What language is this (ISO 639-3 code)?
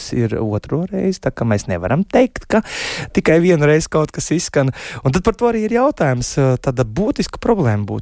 lav